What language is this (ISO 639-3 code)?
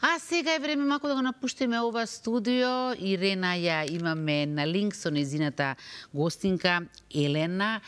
mkd